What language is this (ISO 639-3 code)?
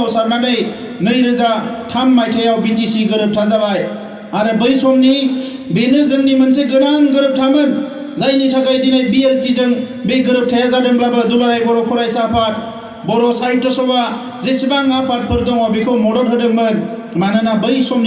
brx